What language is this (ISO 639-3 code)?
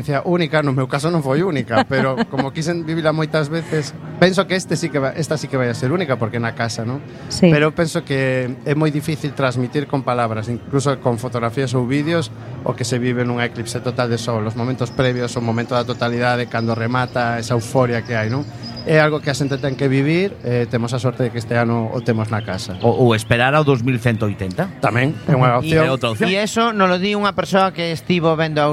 glg